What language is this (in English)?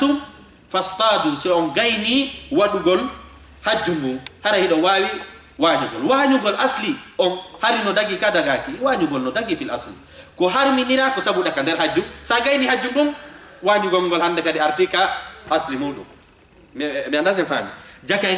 Fula